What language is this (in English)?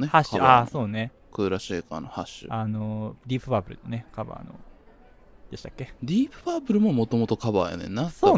Japanese